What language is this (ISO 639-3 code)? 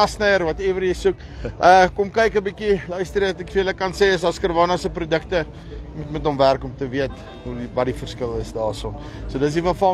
afr